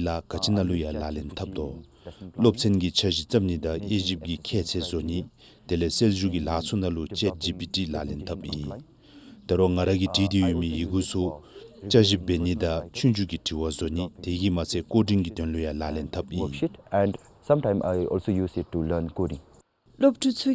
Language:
Dzongkha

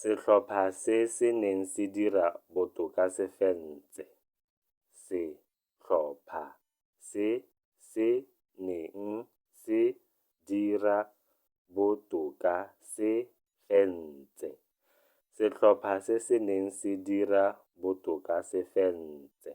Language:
Tswana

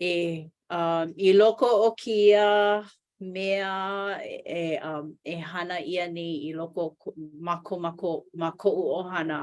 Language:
Hawaiian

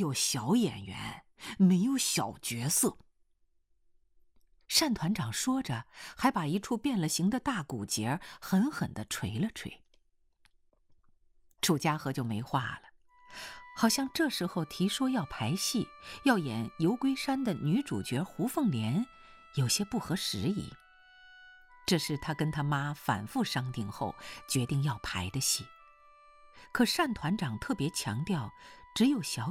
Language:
Chinese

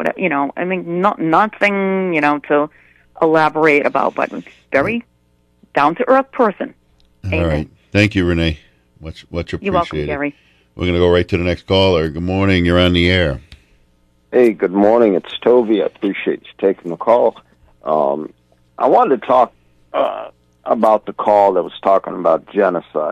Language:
English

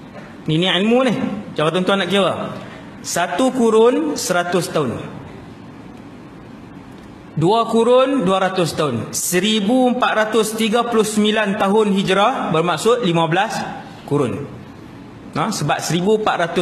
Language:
Malay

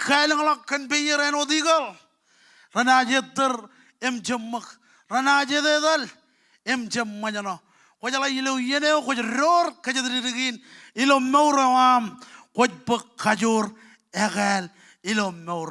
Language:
Marshallese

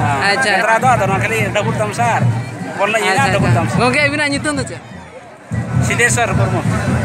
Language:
Santali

